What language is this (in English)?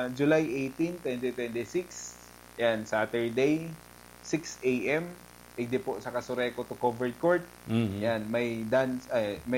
Bikol